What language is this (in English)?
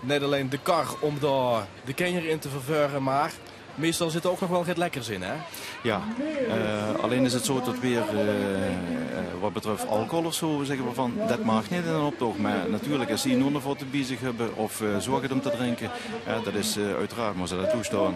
Limburgish